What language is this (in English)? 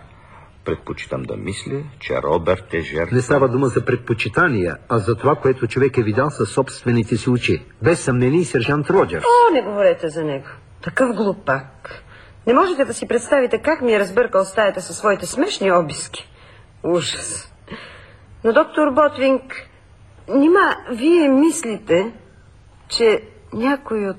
Bulgarian